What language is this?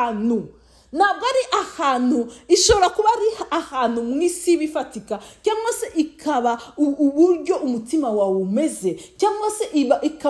Kinyarwanda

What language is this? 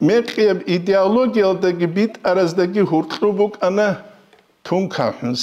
Avaric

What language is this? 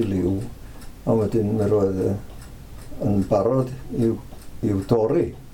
Welsh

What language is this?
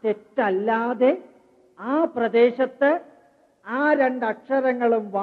Malayalam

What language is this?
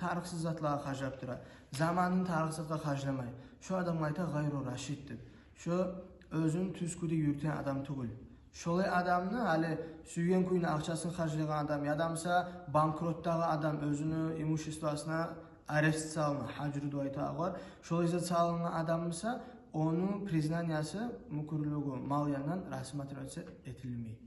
Kumyk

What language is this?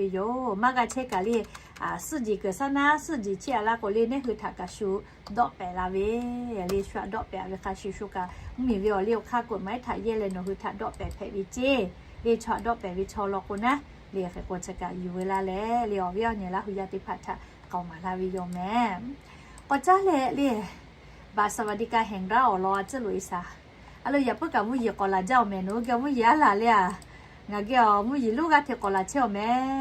Lahu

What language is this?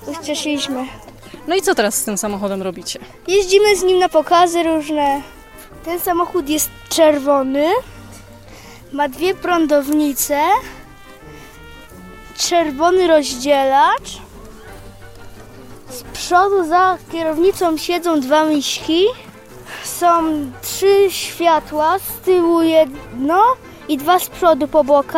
Polish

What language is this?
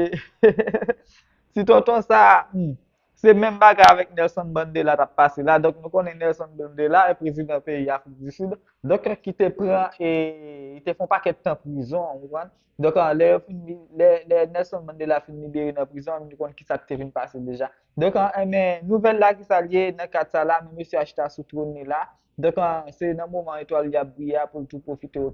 Haitian Creole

